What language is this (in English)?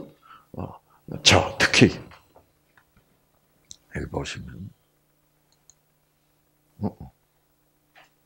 Korean